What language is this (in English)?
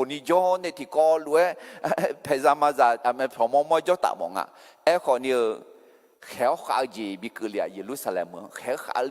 Akha